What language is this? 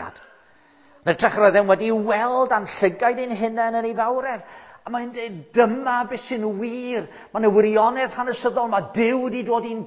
Welsh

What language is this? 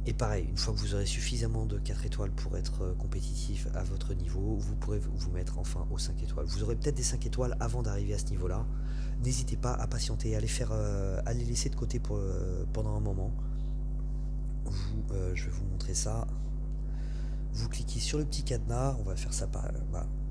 French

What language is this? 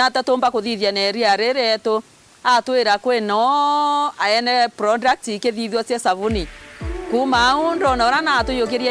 Meru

